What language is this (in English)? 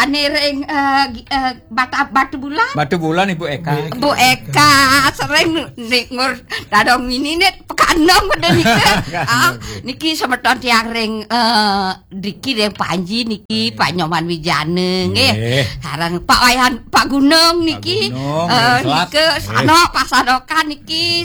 Balinese